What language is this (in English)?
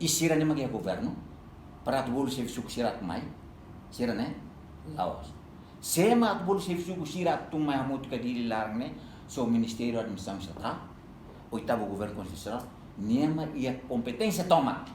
Tetum